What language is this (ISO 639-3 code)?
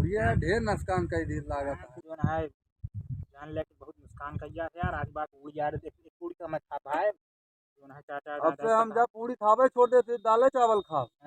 awa